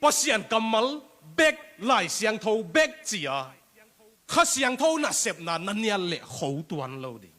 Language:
Tedim Chin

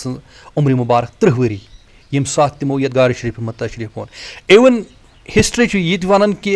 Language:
Kashmiri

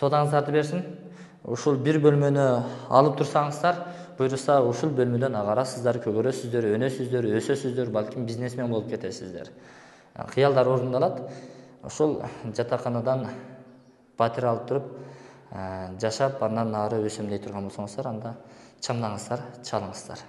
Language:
Kyrgyz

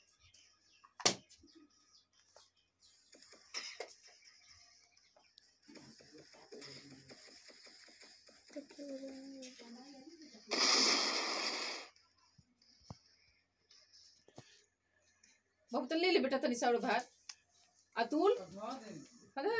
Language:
Bhojpuri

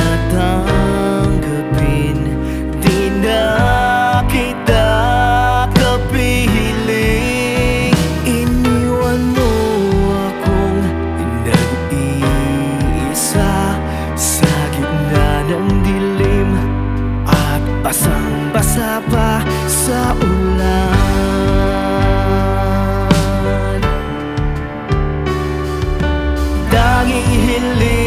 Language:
Filipino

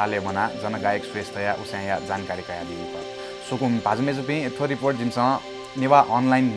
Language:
Newari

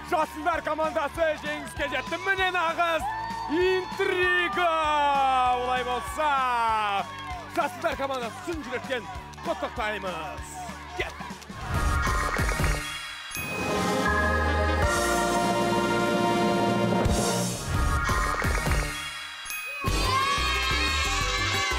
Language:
Kazakh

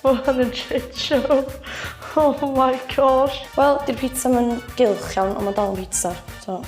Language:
Welsh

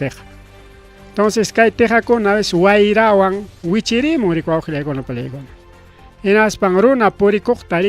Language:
Ayacucho Quechua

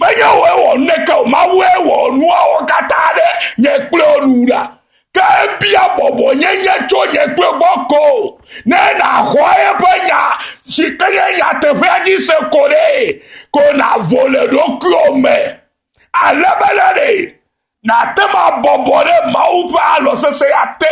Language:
Ewe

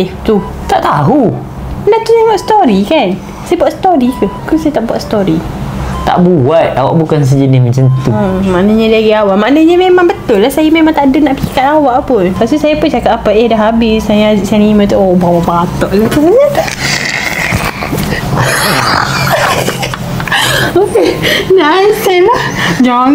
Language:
Malay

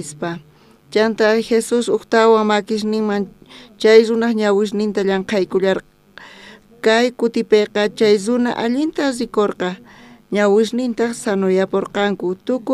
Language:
South Bolivian Quechua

